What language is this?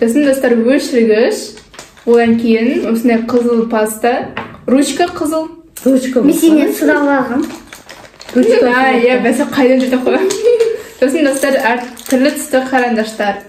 Kazakh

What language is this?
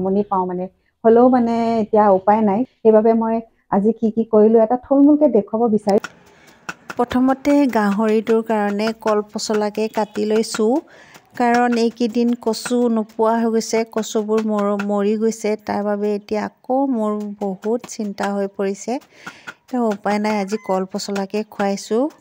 Assamese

